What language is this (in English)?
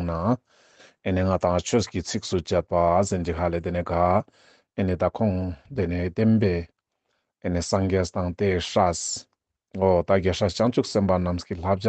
Ladakhi